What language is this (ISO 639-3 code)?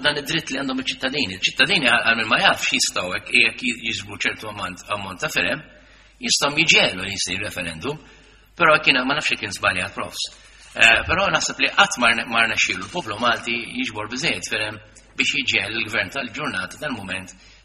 mlt